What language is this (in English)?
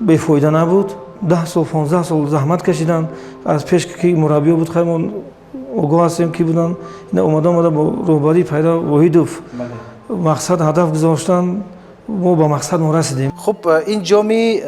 Tajik